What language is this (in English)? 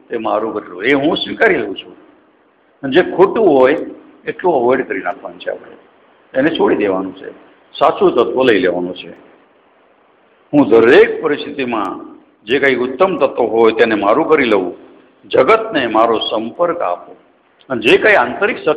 Gujarati